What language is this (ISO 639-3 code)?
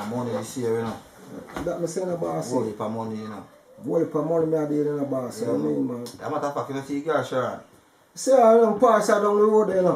jam